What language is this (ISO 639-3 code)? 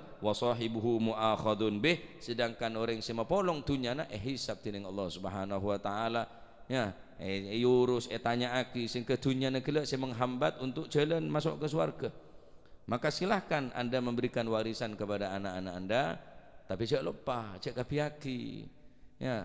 mad